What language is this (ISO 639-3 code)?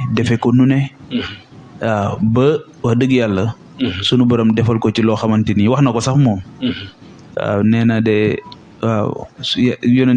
wol